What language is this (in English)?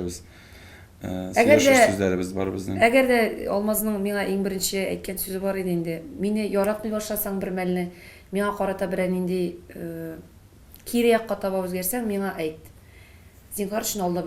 Tatar